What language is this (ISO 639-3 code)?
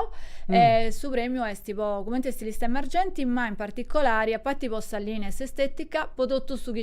srd